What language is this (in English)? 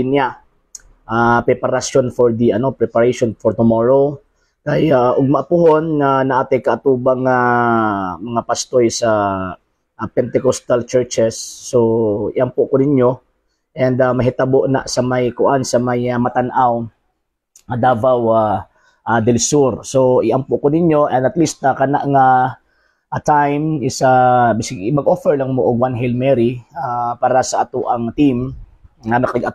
Cebuano